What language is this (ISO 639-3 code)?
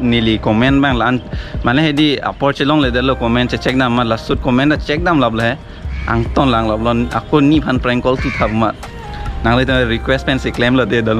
mjw